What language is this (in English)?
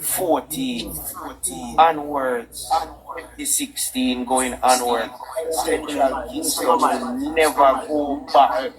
Jamaican Creole English